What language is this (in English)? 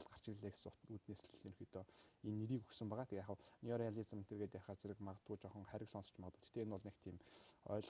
Mongolian